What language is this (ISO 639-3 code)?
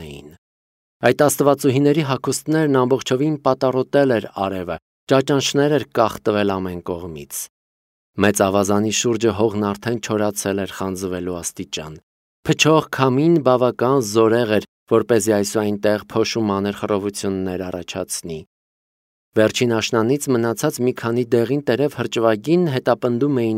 hye